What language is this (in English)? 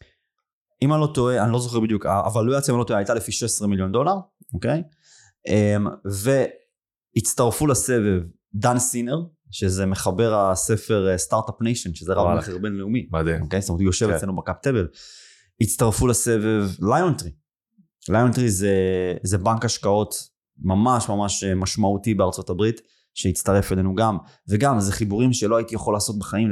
Hebrew